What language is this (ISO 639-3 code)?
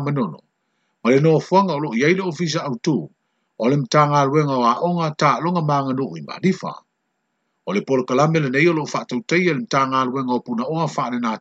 smo